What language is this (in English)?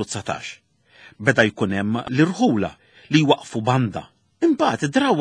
Maltese